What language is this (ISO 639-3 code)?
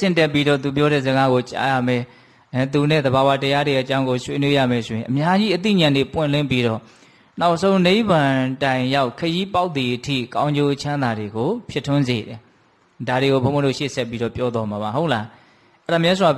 mya